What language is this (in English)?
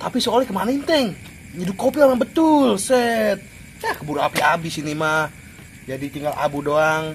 Betawi